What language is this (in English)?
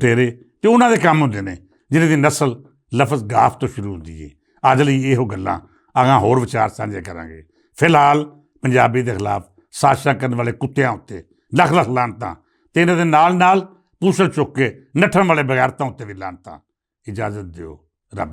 Western Panjabi